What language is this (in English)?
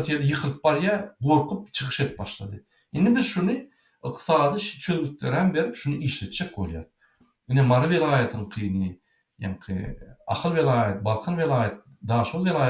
Turkmen